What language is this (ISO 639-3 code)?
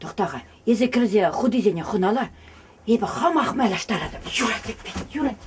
chv